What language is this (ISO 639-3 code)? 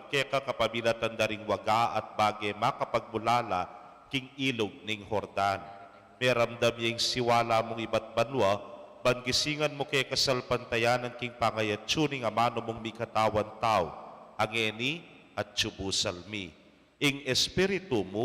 pam